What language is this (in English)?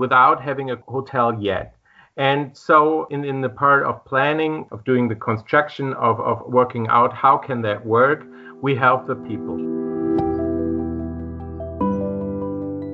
English